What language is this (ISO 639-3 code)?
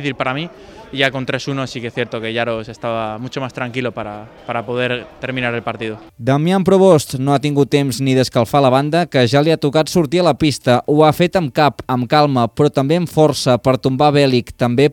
cat